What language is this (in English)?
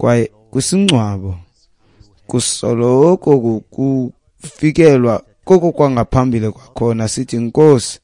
Xhosa